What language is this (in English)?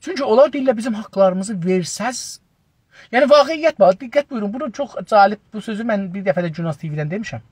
South Azerbaijani